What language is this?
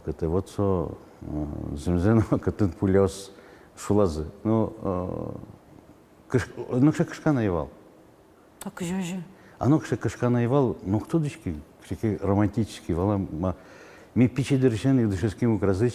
Udmurt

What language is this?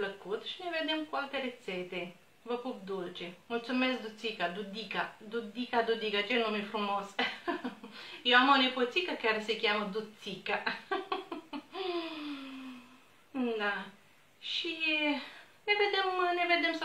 Romanian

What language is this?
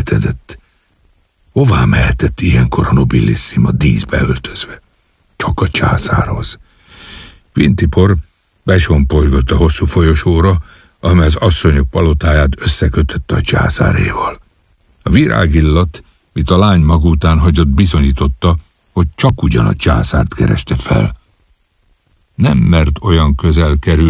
Hungarian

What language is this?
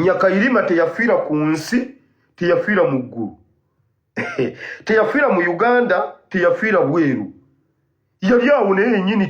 Ganda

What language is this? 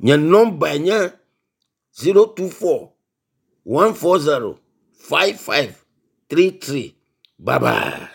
Ewe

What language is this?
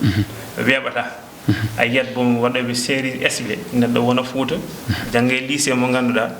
Fula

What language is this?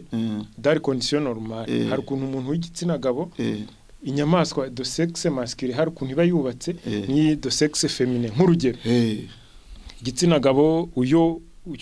Kinyarwanda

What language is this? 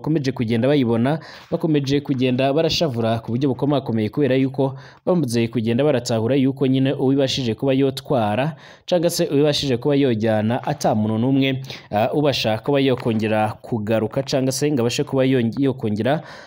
Rundi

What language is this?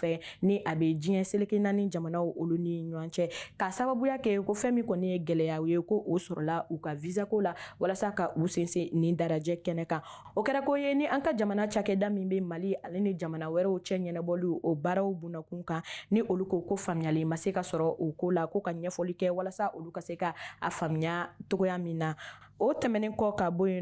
Bambara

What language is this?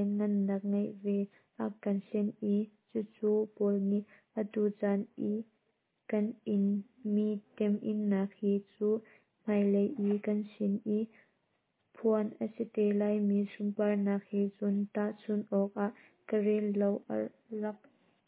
Hakha Chin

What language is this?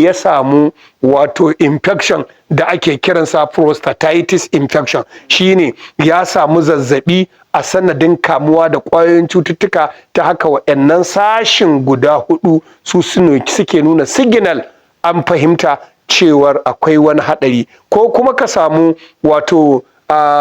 Hausa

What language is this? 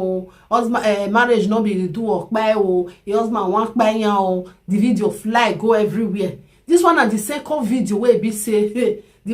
Nigerian Pidgin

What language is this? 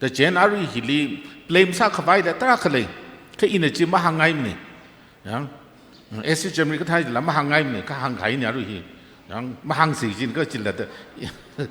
Tangkhul Naga (India)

